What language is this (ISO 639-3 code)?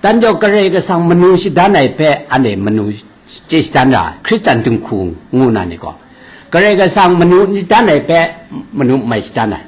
kac